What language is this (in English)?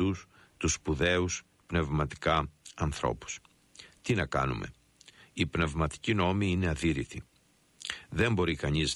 Greek